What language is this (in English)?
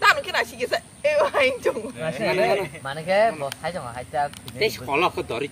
Kok Borok